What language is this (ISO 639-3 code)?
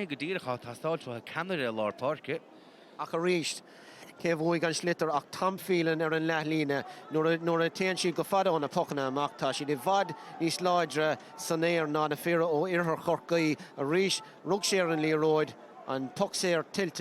gle